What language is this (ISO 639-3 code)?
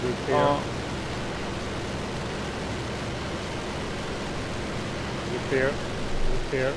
swe